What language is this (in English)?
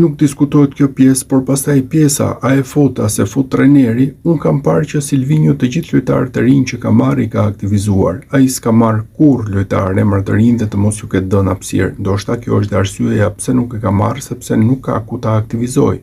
Albanian